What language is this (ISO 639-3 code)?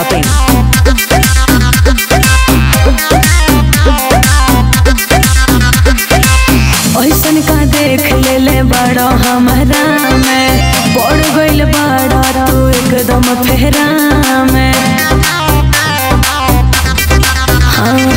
bho